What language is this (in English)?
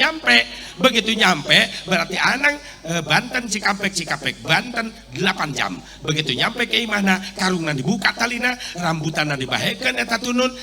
Sundanese